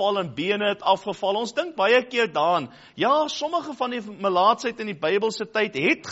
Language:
Afrikaans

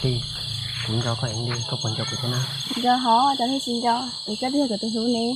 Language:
Hmong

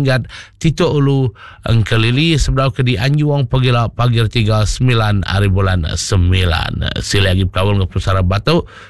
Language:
Iban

